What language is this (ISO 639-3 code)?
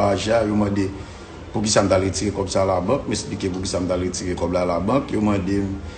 hat